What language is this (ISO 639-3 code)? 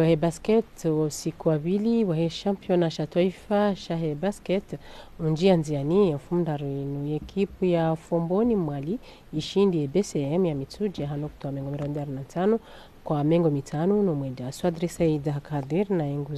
zdj